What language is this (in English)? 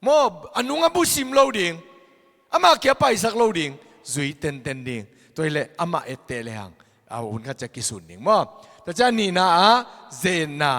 Tedim Chin